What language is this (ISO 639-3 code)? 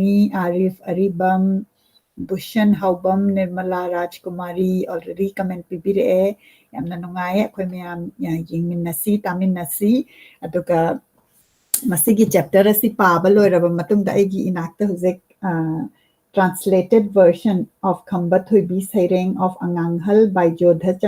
mni